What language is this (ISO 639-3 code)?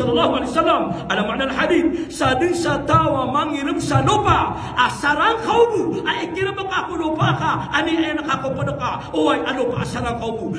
mrw